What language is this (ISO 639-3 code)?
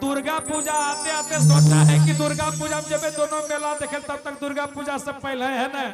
mag